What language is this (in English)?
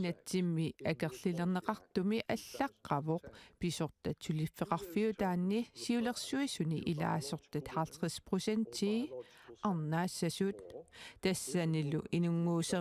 Kalaallisut